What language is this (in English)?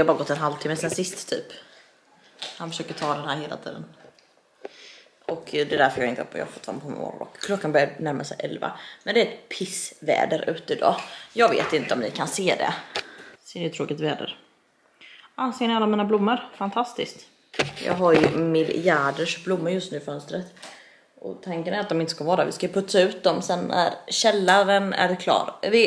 Swedish